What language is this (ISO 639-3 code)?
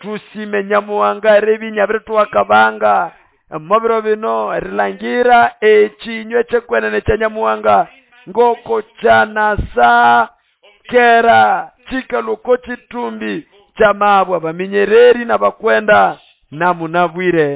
nnb